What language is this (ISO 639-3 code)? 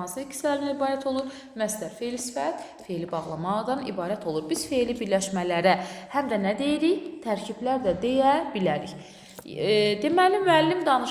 aze